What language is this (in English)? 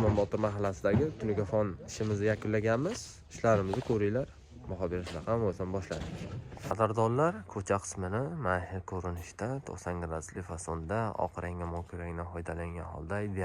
Uzbek